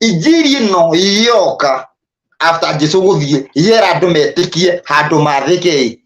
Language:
Kikuyu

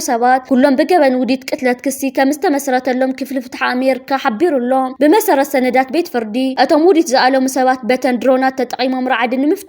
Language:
Tigrinya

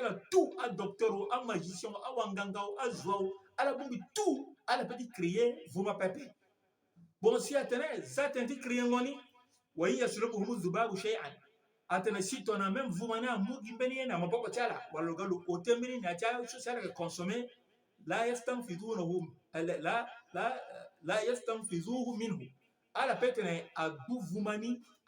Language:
Sango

